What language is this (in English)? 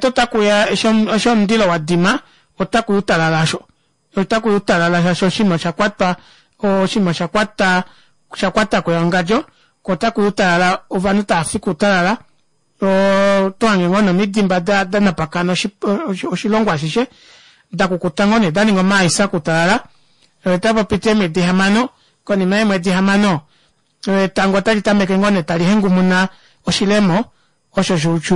Kuanyama